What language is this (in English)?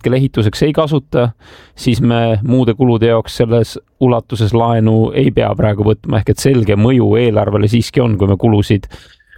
Estonian